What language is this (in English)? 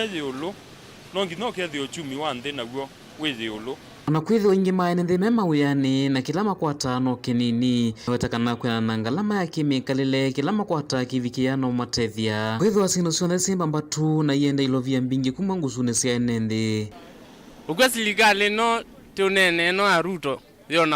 Kamba